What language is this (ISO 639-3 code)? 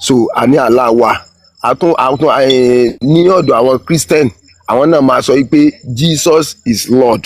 yor